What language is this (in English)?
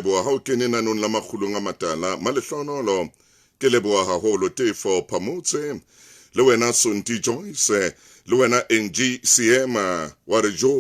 Southern Sotho